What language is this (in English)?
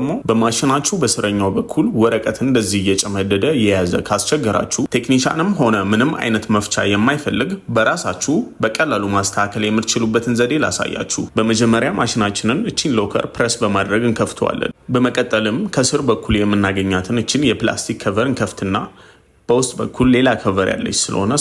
Amharic